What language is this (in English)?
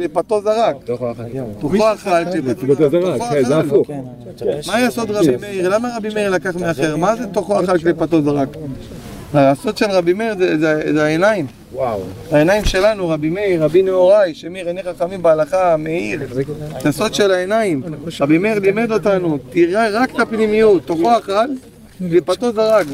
Hebrew